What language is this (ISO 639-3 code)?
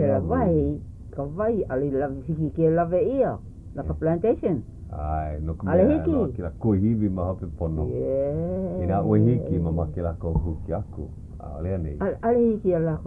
haw